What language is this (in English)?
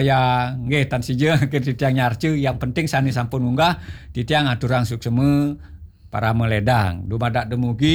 Balinese